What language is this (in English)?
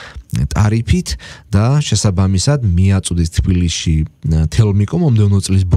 Georgian